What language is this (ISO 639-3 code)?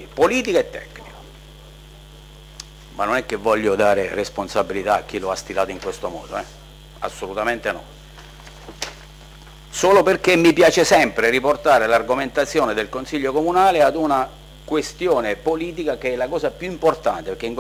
ita